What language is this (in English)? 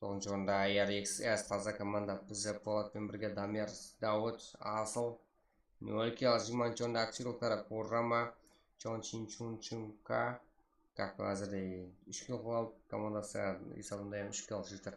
Kara-Kalpak